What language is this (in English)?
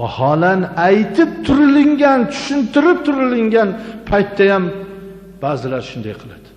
Uzbek